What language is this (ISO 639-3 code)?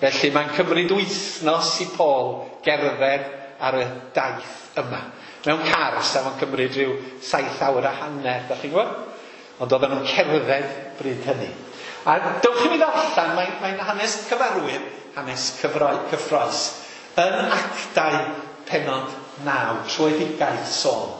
cym